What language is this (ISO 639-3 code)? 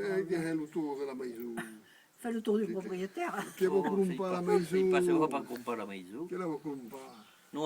oci